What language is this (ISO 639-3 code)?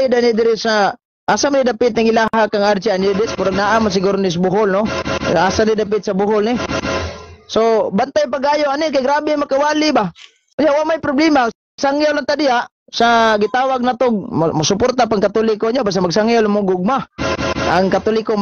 ceb